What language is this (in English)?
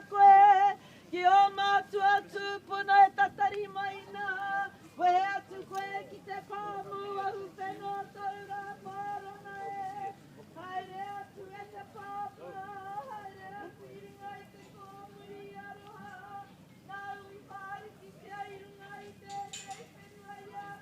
Māori